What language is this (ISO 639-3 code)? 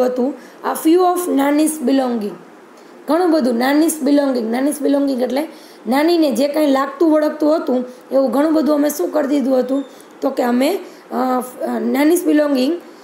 guj